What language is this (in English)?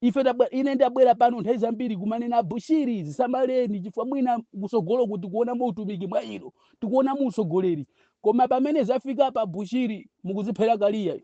Nyanja